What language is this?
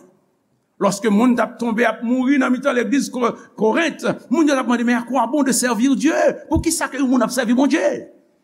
Haitian Creole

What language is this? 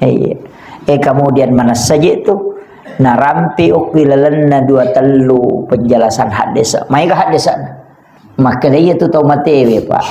Buginese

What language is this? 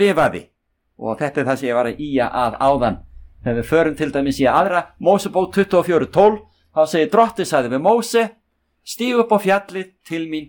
Icelandic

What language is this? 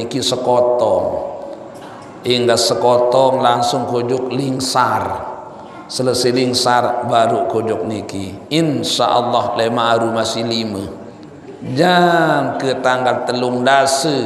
Sasak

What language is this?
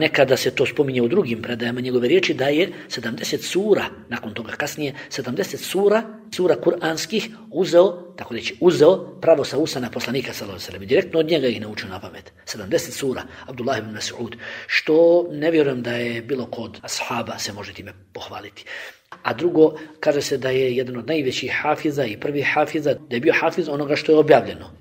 Bosnian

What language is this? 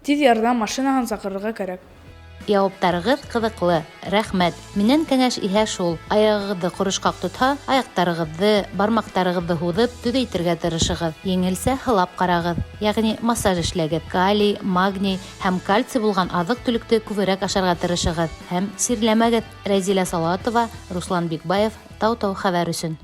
Bashkir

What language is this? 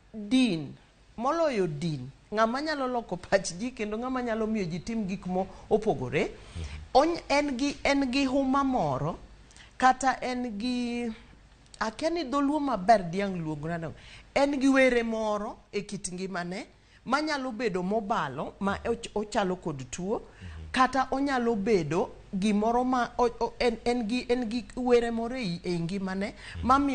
Luo (Kenya and Tanzania)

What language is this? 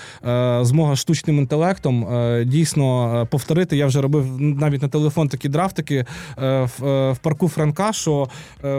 Ukrainian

